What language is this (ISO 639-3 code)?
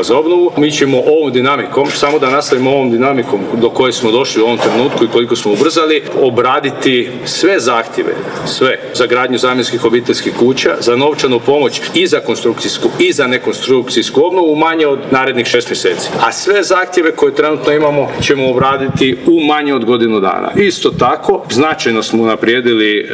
hrv